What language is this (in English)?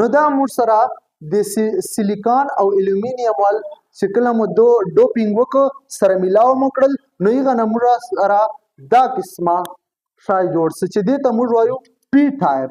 Pashto